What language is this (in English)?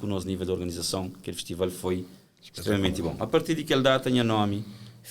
Kabuverdianu